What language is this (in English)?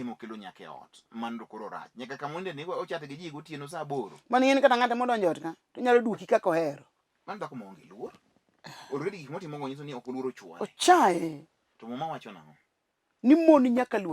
Luo (Kenya and Tanzania)